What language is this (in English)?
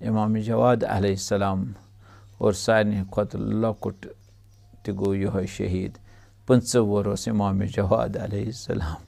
Kashmiri